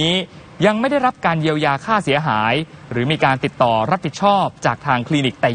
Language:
Thai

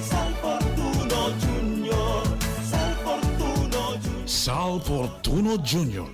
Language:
Bikol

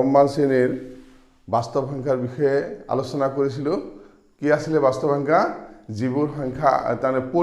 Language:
Assamese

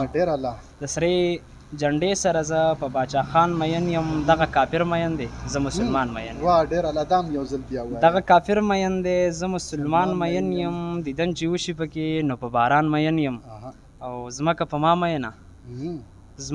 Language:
Pashto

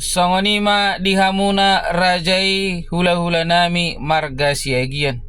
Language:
Batak Toba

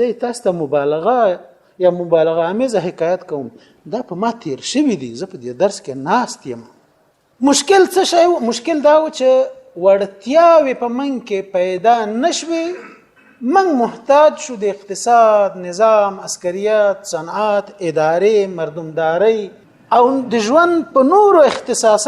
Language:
Pashto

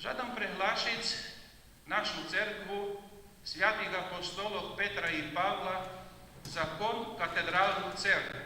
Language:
Rusyn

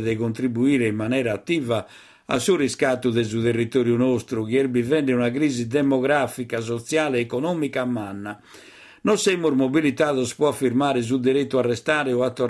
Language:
Sardinian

